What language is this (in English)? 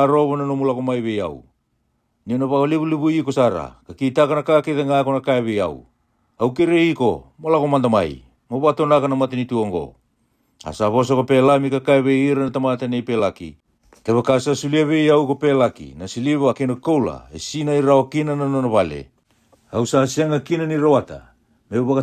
Fijian